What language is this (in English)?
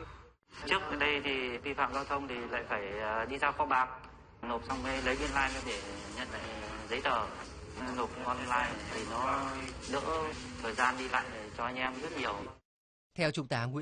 Vietnamese